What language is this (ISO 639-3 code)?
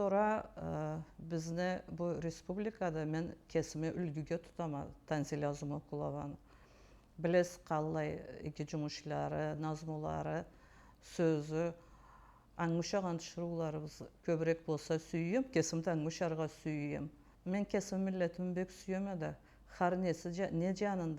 krc